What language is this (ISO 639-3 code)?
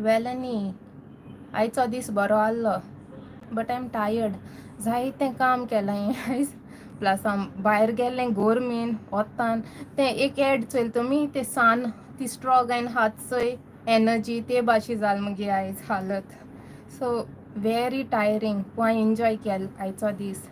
kok